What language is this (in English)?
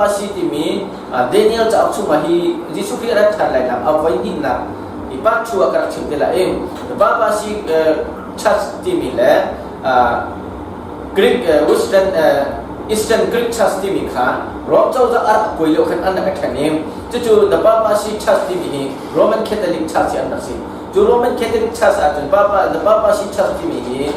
Hakha Chin